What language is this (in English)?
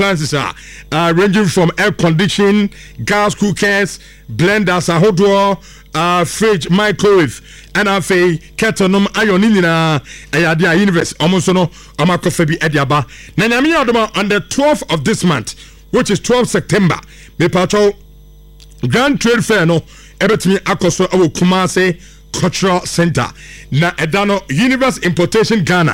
Akan